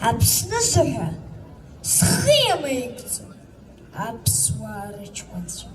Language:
Abkhazian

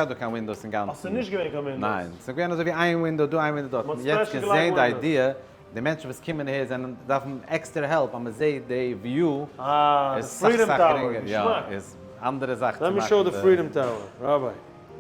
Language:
Yiddish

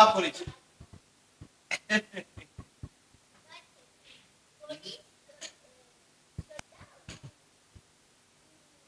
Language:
Kinyarwanda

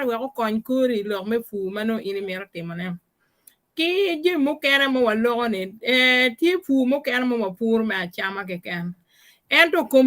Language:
Acoli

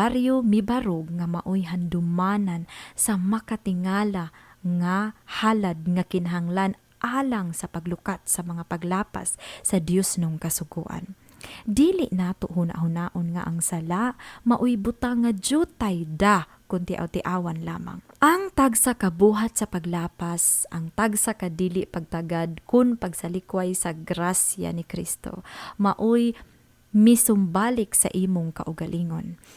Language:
Cebuano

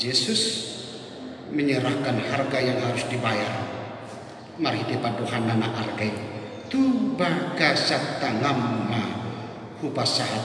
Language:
Batak Toba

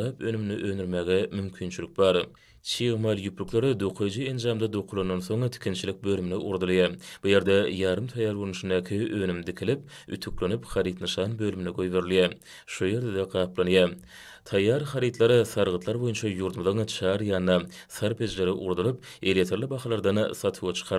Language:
Turkmen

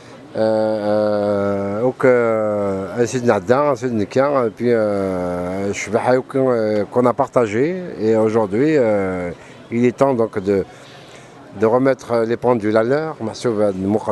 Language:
Kabyle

